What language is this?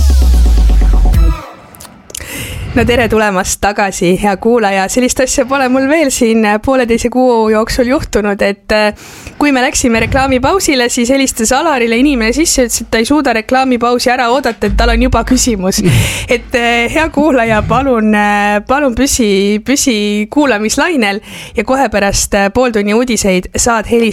Estonian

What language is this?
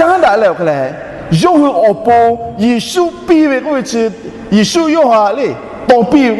Lahu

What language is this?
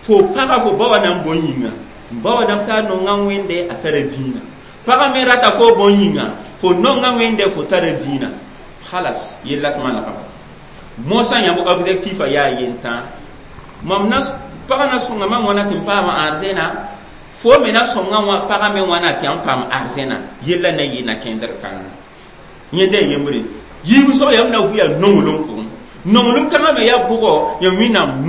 Mossi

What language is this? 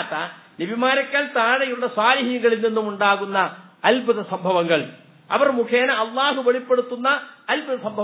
Malayalam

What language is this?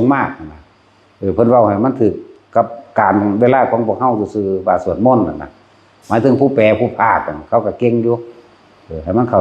Northeastern Thai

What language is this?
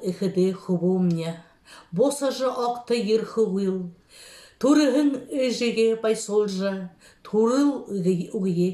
Buriat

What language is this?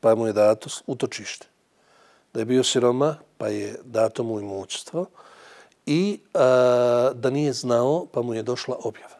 Bosnian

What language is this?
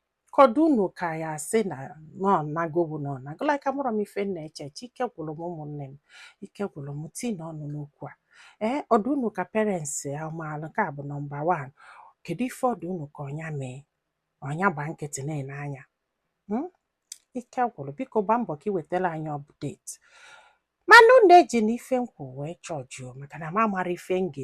Igbo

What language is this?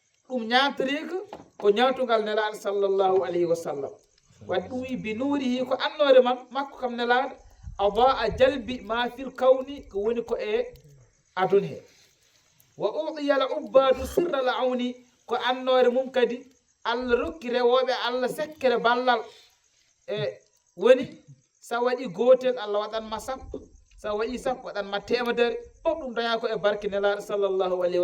Fula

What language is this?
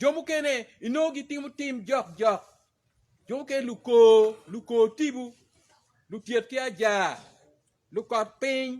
Acoli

